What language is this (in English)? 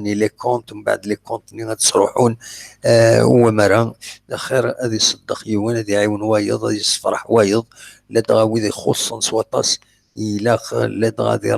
Kabyle